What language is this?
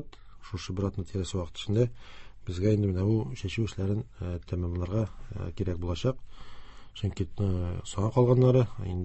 Tatar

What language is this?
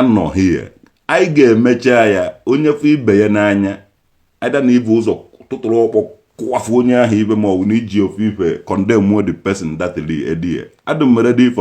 Igbo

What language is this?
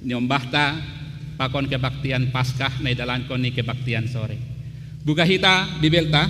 Batak Simalungun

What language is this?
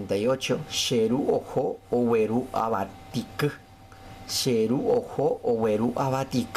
Guarani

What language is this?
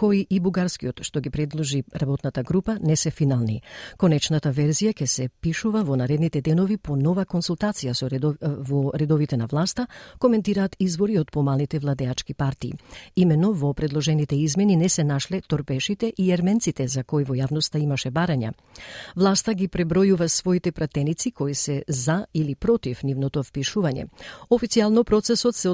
Macedonian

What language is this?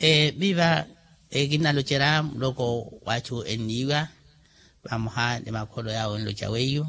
Makhuwa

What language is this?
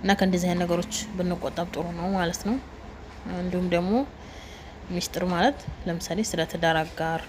Amharic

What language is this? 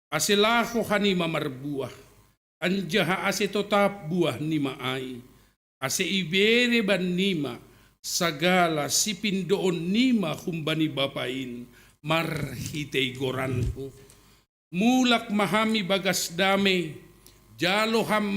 Batak Simalungun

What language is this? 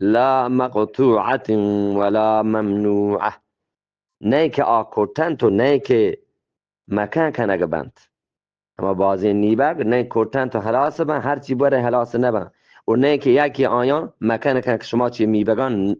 Eastern Balochi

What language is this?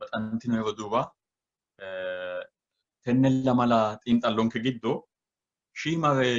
Sidamo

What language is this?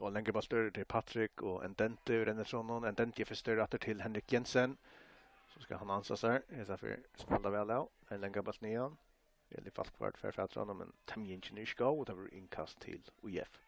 Faroese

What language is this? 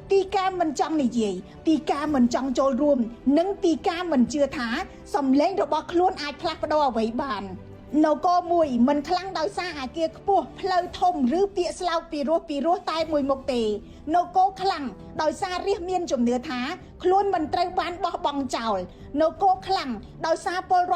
Khmer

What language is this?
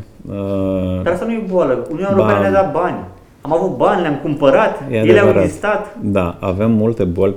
Romanian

